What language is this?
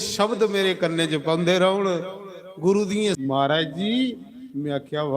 Dogri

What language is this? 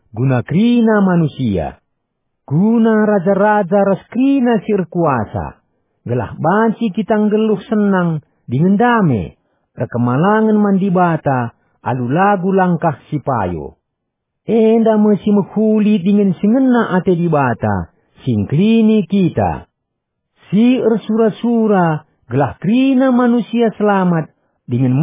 Batak Karo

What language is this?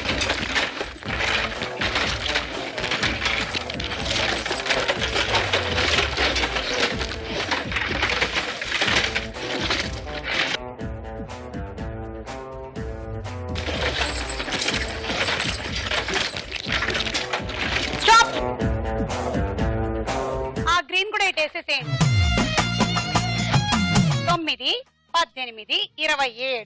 Telugu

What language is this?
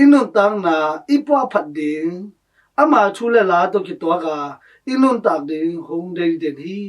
Tedim Chin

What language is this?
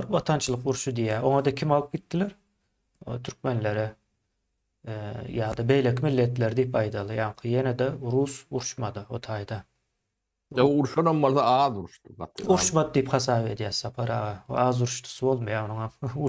Turkmen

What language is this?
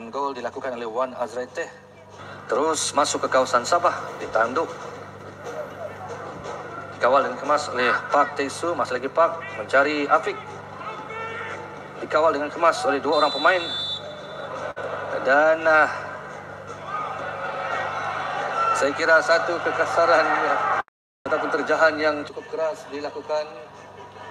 Malay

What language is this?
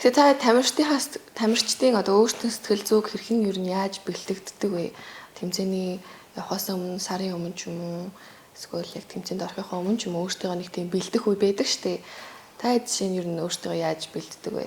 Mongolian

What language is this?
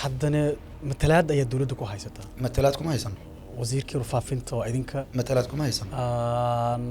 Somali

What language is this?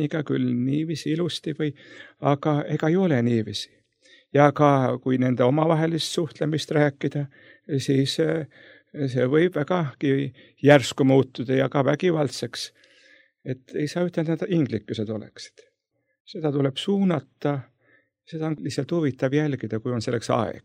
Estonian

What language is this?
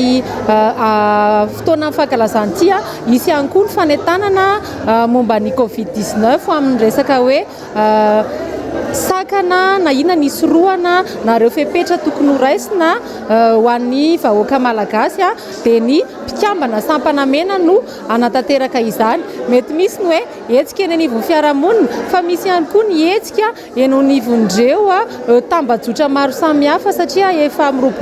Malagasy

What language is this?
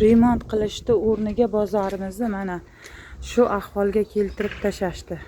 Uzbek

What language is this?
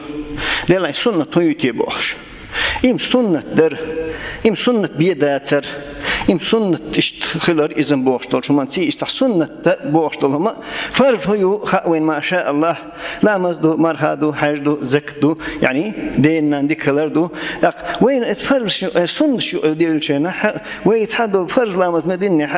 Chechen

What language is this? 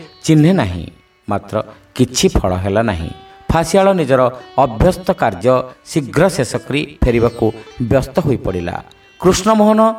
Odia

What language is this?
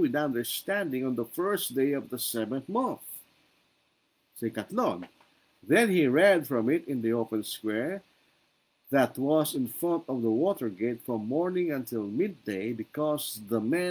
Filipino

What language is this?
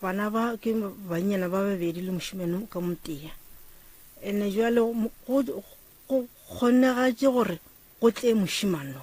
Northern Sotho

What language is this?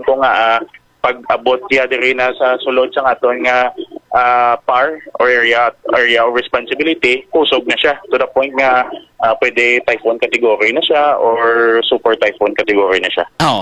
Hiligaynon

